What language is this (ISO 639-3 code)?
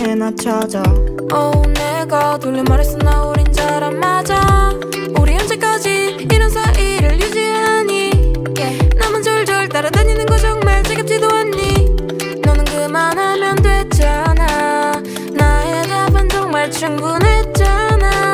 kor